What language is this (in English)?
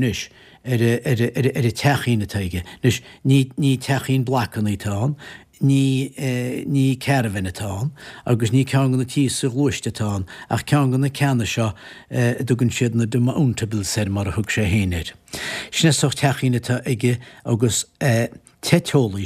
Irish